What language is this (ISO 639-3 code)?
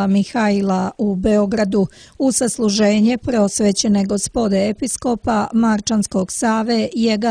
srp